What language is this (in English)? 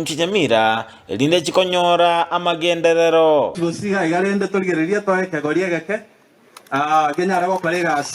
Gusii